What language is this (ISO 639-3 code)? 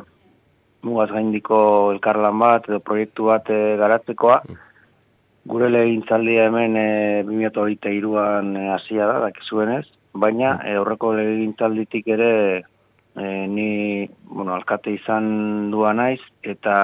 eus